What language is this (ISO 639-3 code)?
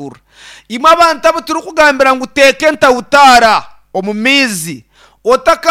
nyn